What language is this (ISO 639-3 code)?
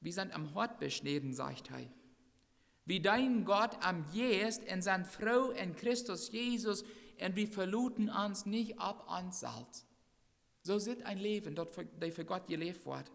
pdt